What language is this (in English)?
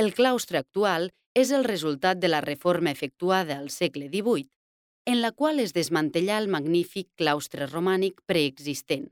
Catalan